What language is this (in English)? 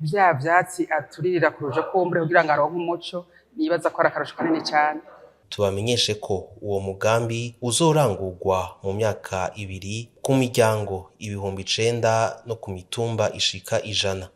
Rundi